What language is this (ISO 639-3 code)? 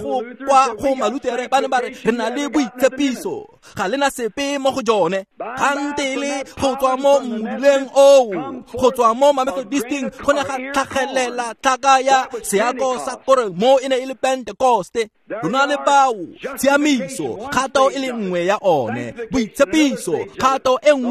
tsn